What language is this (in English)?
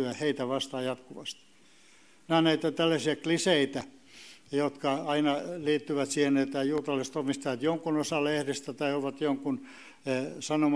Finnish